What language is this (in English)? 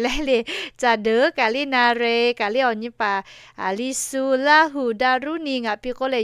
Lahu